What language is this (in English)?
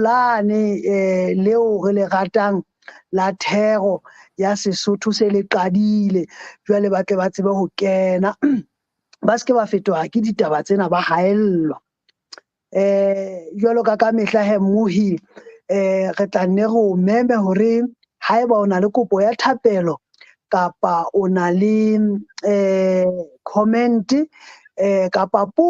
Southern Sotho